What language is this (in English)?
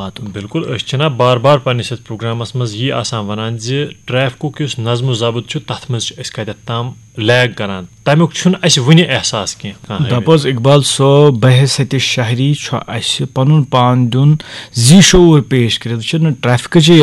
Kashmiri